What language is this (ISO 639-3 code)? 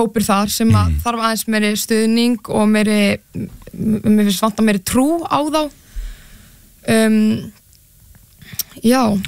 isl